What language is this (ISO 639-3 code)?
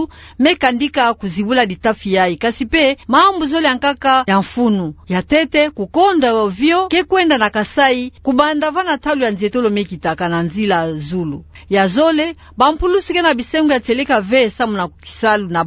ktu